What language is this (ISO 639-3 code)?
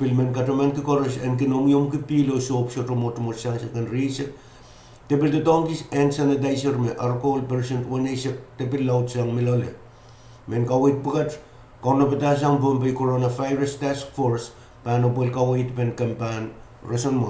pon